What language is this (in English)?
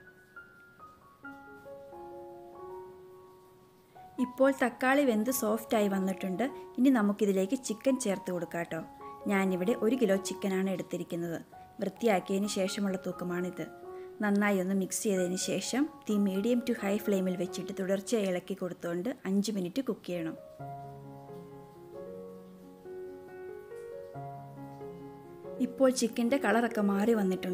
Malayalam